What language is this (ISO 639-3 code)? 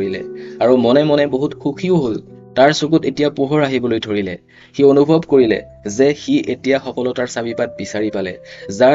asm